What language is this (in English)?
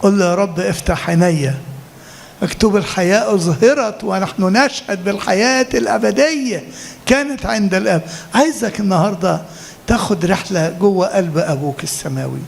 Egyptian Arabic